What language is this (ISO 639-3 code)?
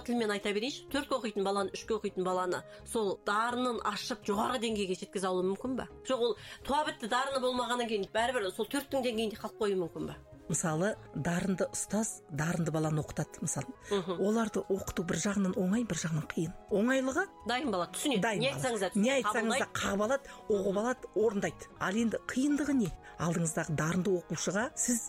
kaz